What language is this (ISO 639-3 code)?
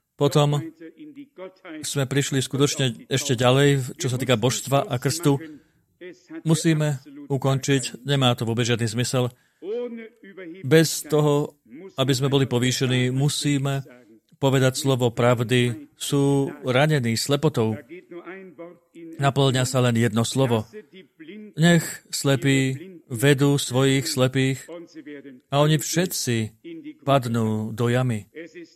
slk